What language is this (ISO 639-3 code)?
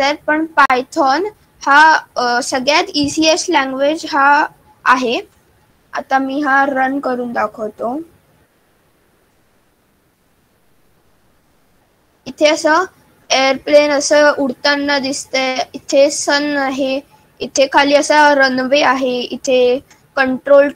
mar